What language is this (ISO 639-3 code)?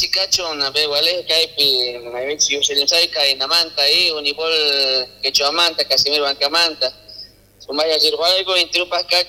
quh